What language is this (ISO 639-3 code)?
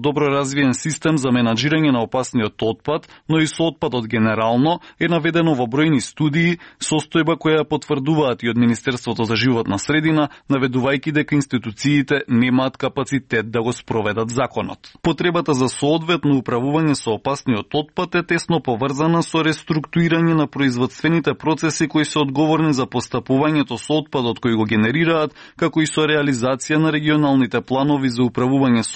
mkd